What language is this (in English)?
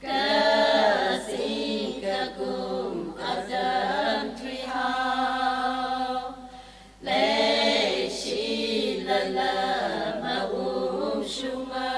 Tangkhul Naga (India)